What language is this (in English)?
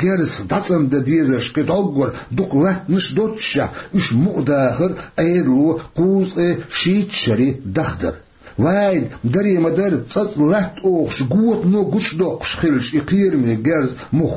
Chechen